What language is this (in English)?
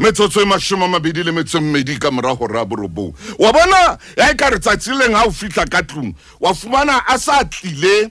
Southern Sotho